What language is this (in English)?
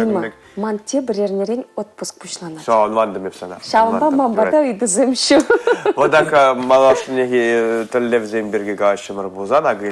Chuvash